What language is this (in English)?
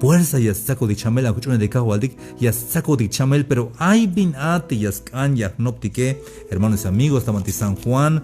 Tzeltal